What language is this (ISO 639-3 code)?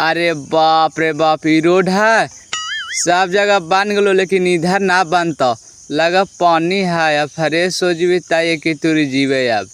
mag